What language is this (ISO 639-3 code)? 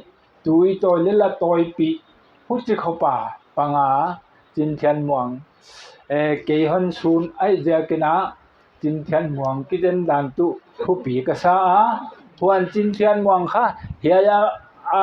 pck